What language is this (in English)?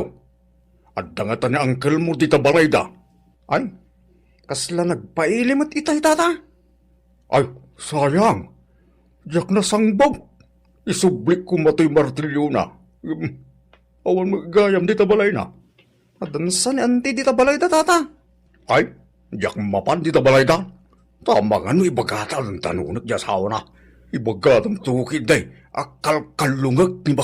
Iloko